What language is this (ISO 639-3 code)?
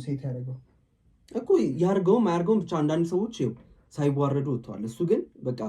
amh